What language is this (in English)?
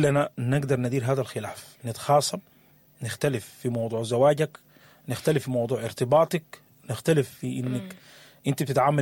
Sudanese Arabic